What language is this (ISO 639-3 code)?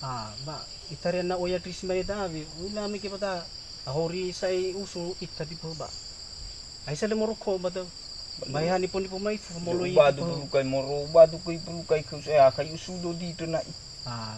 nia